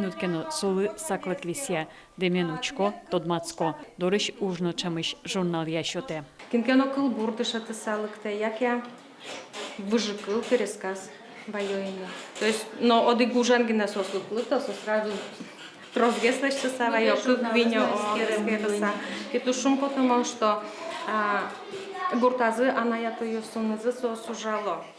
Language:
Udmurt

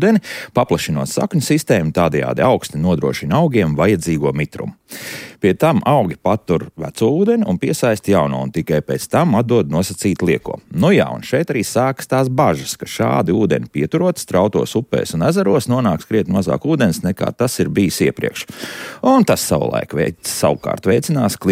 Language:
Latvian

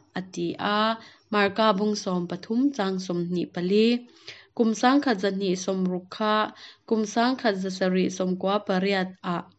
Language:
Hakha Chin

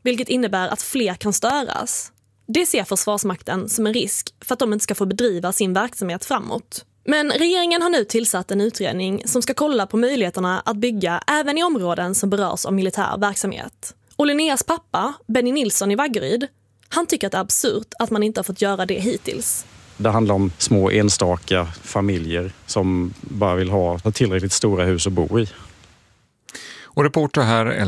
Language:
Swedish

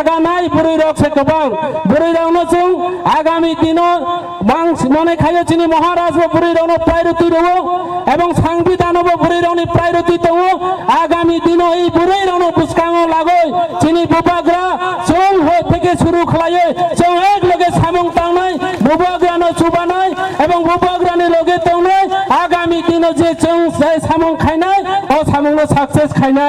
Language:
Kok Borok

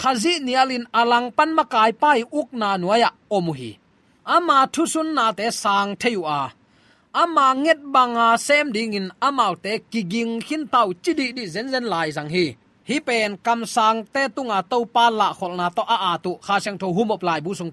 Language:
Tedim Chin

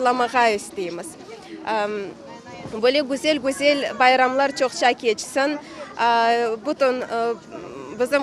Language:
Crimean Tatar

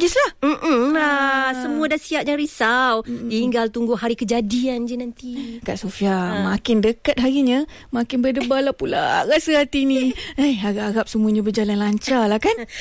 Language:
Malay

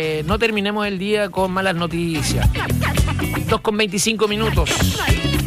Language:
Spanish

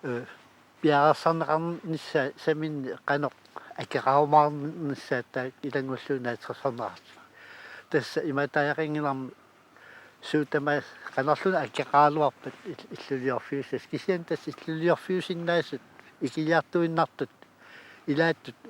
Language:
Kalaallisut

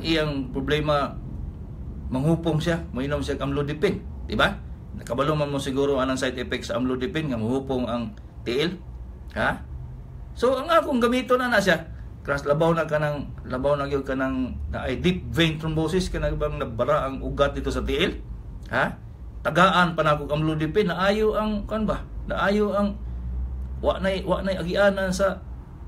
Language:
Cebuano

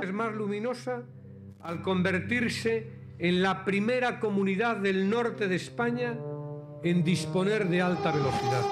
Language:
Galician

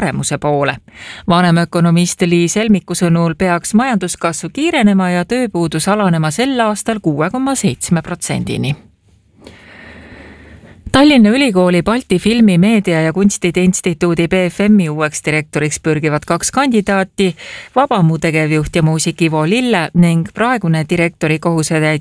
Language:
Estonian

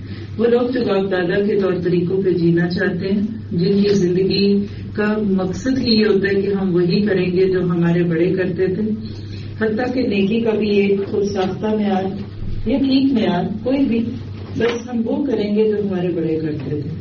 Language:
Urdu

